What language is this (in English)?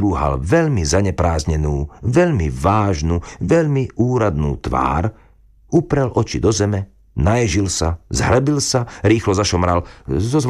Slovak